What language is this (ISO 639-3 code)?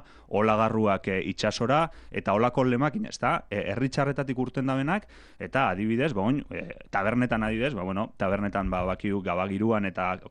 eus